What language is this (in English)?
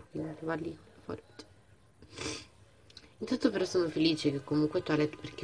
Italian